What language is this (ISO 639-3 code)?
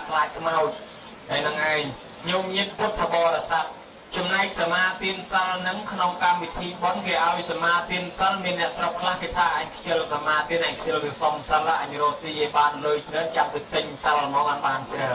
khm